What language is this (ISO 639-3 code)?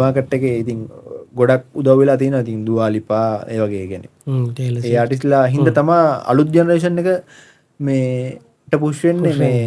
sin